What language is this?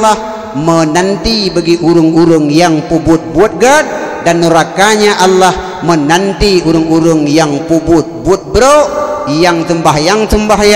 Achinese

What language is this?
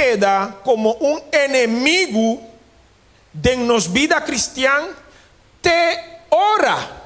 Papiamento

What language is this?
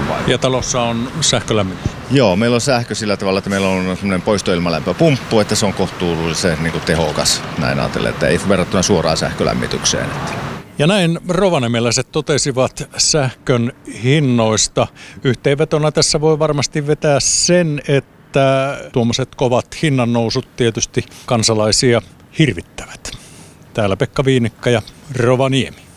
Finnish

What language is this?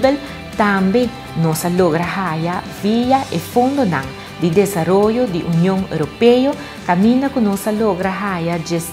Papiamento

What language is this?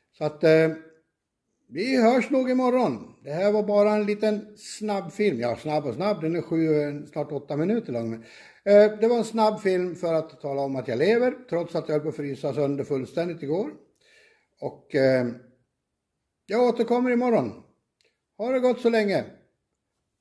Swedish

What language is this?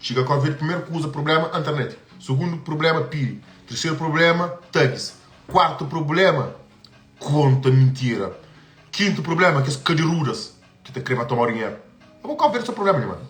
Kabuverdianu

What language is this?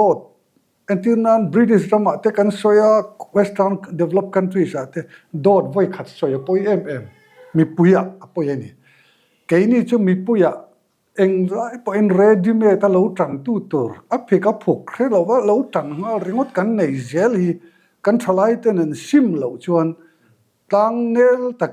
Mizo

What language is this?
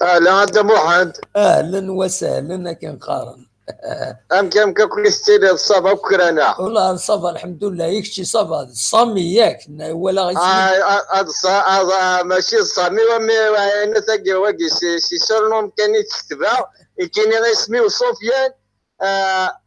Kabyle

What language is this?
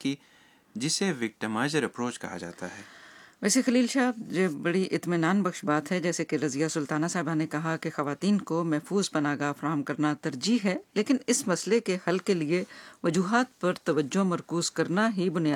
Urdu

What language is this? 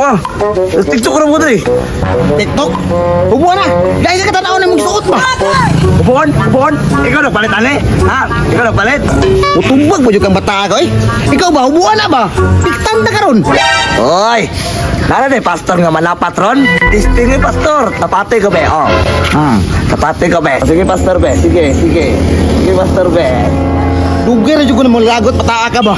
Cebuano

